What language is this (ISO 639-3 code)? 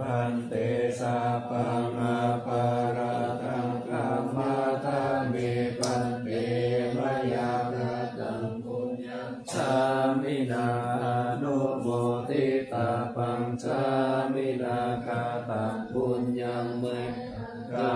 pli